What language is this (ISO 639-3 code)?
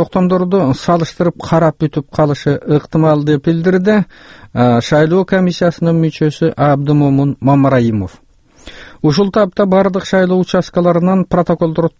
kir